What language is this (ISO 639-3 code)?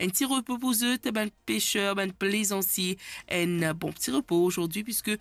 mfe